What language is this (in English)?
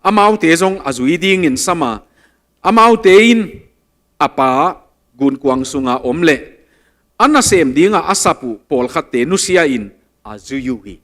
Tedim Chin